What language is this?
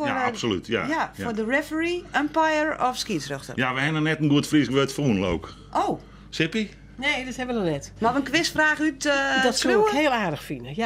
Western Frisian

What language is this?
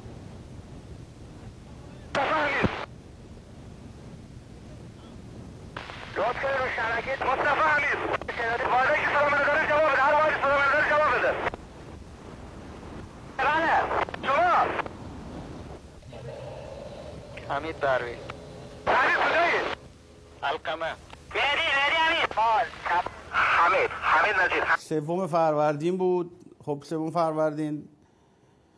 Persian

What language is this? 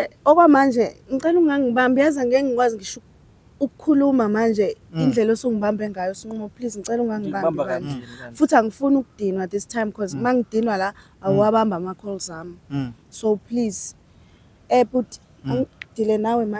Zulu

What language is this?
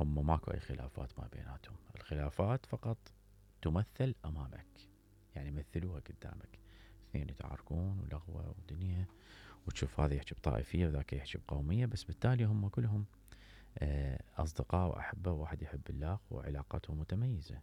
Mesopotamian Arabic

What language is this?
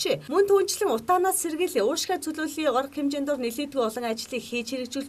Mongolian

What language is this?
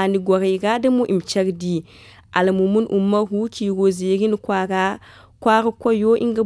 Zarma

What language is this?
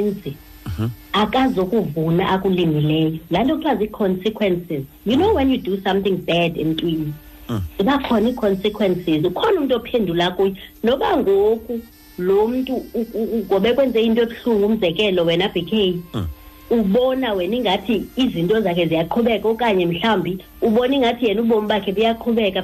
Xhosa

